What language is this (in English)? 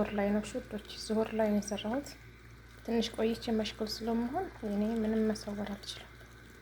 Amharic